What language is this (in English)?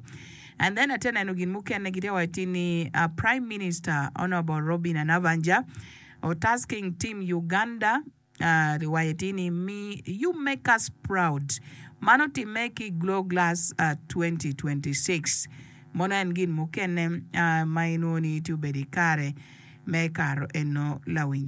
Acoli